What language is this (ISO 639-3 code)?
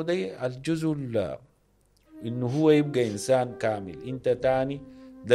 apd